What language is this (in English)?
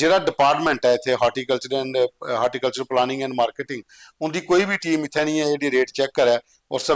Dogri